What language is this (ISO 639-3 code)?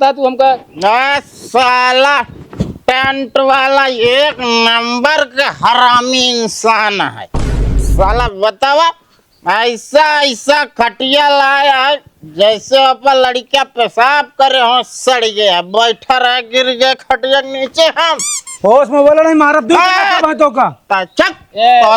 awa